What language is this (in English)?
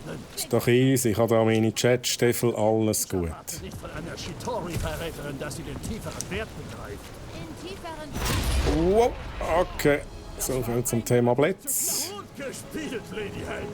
Swiss German